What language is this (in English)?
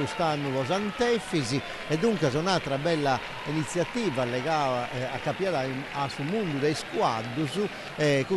Sardinian